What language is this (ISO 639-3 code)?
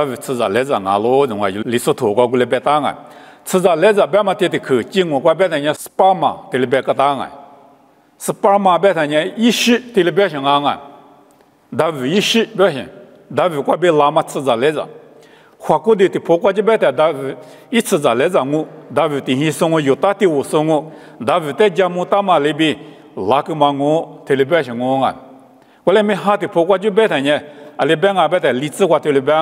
lis